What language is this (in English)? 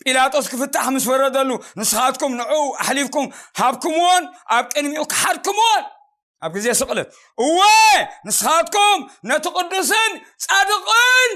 Tigrinya